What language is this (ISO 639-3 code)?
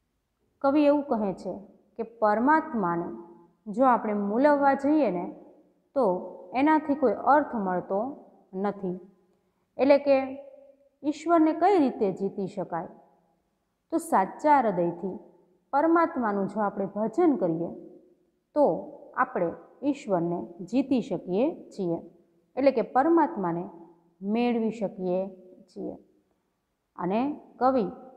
guj